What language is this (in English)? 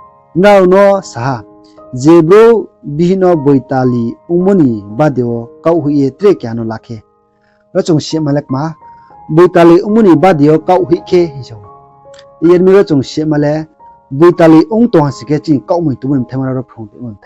Riang (India)